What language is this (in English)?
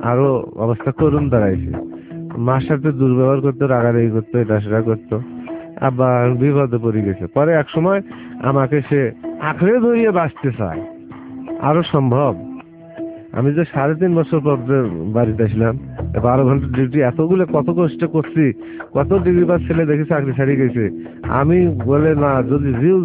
Bangla